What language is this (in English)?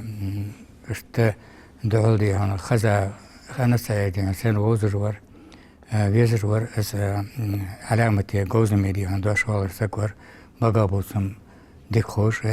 Ingush